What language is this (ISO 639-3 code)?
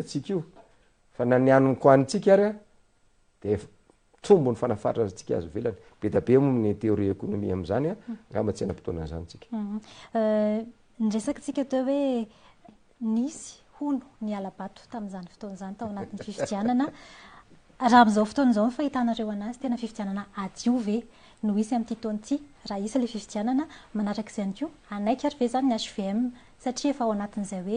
mlg